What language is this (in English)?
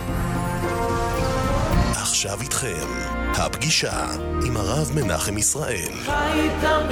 Hebrew